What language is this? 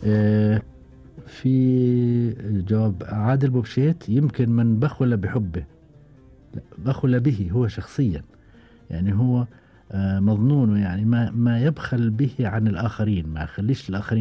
Gulf Arabic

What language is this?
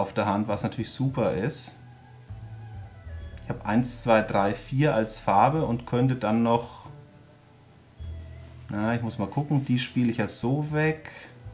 German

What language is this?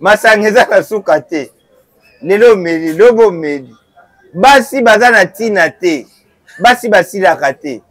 Lingala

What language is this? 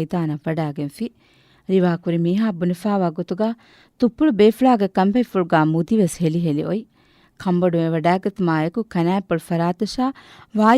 Divehi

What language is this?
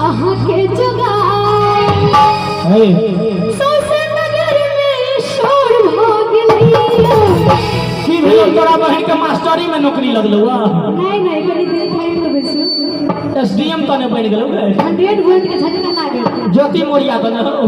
Maithili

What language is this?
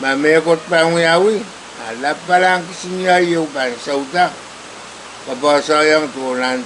Pohnpeian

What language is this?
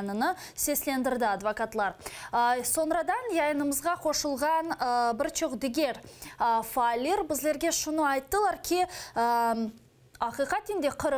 Crimean Tatar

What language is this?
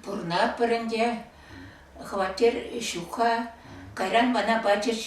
Chuvash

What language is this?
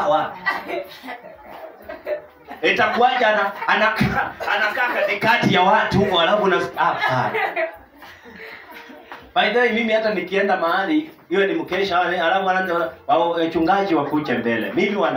Swahili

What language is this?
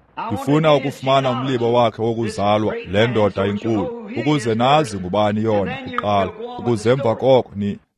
Xhosa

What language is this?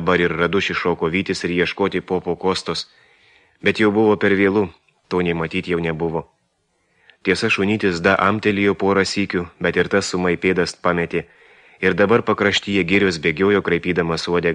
Lithuanian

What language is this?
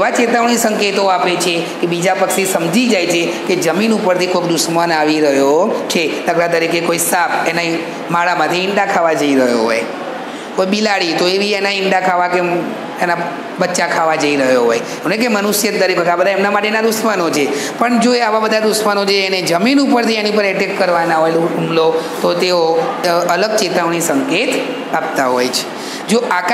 Gujarati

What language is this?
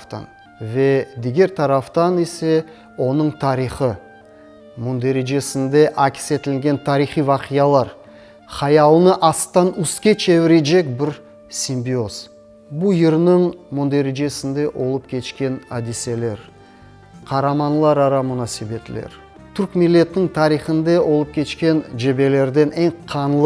Crimean Tatar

